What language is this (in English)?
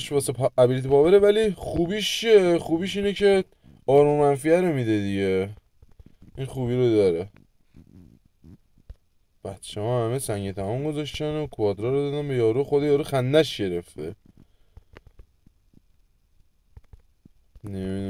Persian